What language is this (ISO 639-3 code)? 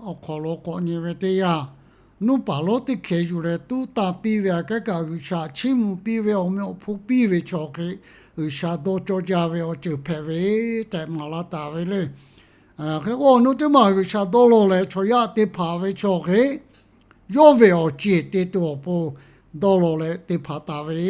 lhu